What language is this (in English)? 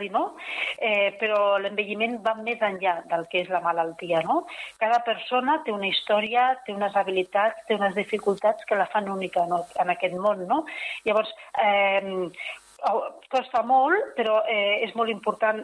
Catalan